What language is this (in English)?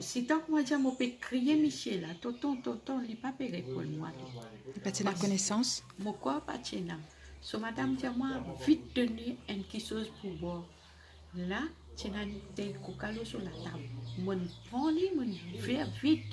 Morisyen